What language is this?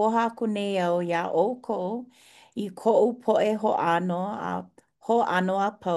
Hawaiian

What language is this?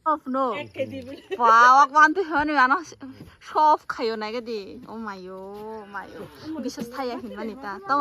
Kok Borok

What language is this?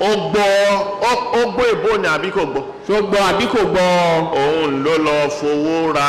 Yoruba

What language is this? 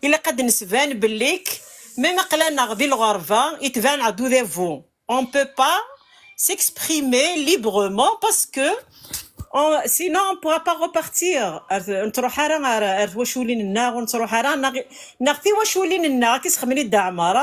Kabyle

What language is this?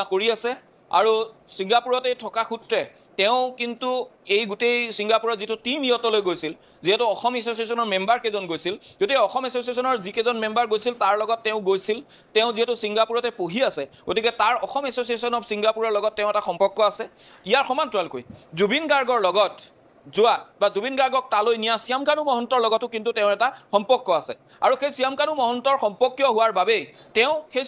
Assamese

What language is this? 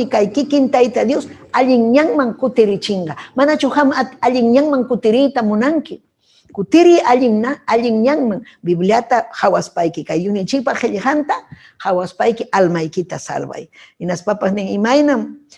Ayacucho Quechua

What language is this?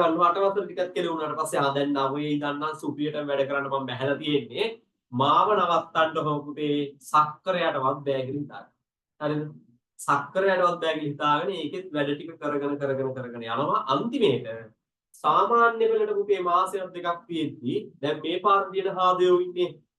Sinhala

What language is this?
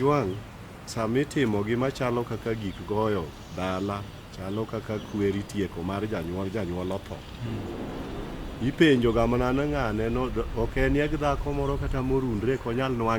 Luo (Kenya and Tanzania)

